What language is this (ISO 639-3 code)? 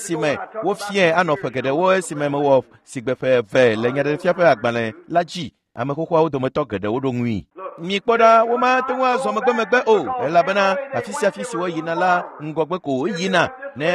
ewe